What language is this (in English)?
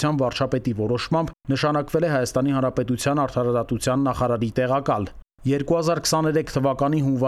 Armenian